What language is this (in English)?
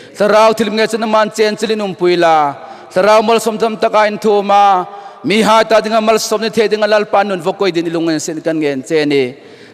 Hmar